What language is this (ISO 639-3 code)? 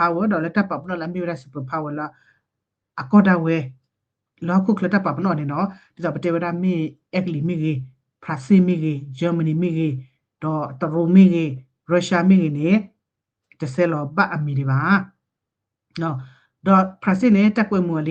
ksw